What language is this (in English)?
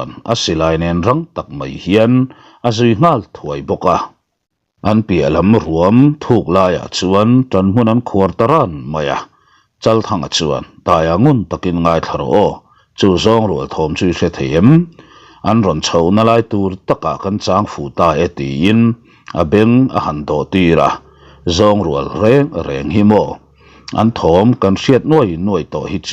Mizo